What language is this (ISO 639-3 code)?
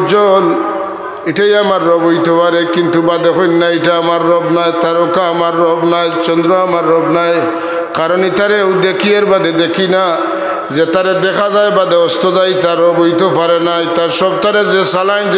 syl